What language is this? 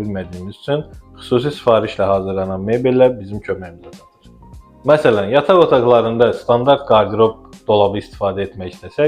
Azerbaijani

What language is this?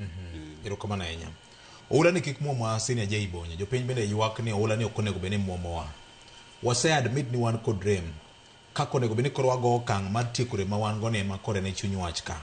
Luo (Kenya and Tanzania)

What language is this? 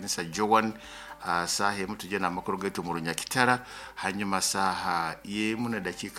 Nyoro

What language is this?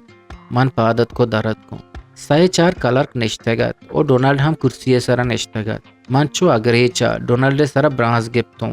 Eastern Balochi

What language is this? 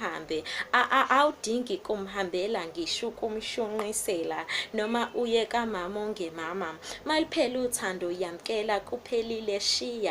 Zulu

